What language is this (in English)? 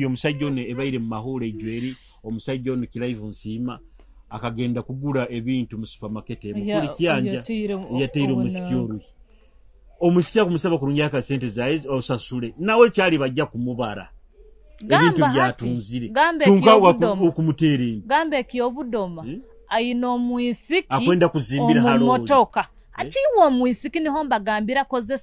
Nyoro